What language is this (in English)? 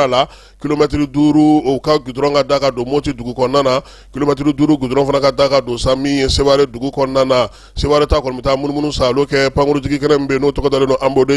Bambara